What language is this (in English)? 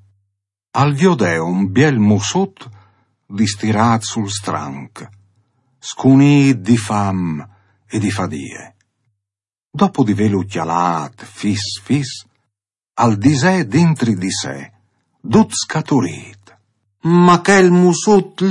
Friulian